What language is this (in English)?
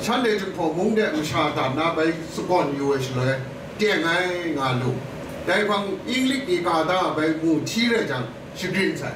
Kachin